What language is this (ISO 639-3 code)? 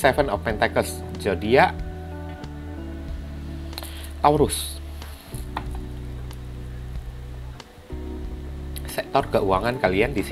ind